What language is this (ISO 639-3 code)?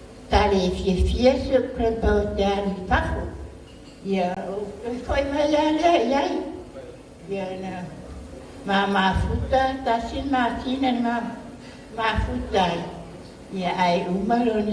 smo